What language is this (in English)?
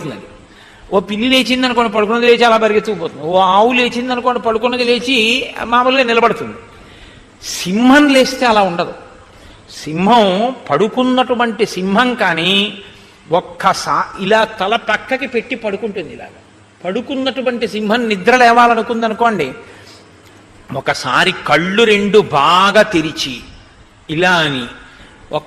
Telugu